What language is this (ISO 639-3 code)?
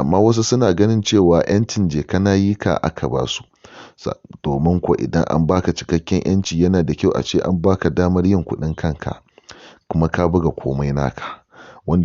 hau